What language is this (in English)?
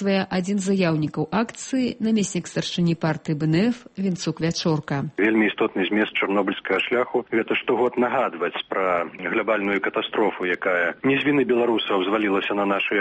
Belarusian